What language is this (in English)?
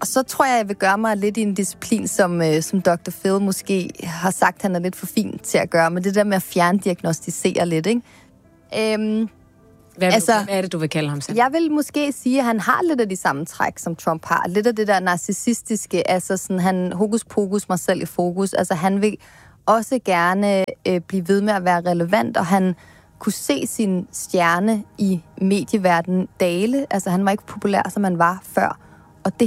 Danish